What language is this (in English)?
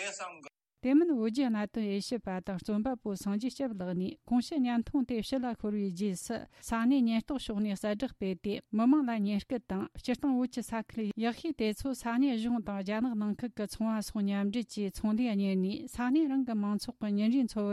Tibetan